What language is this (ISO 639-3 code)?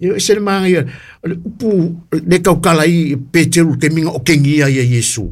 smo